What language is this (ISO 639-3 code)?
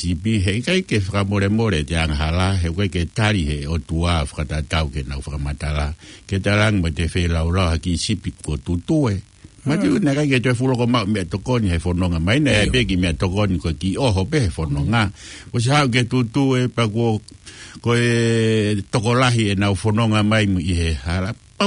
ton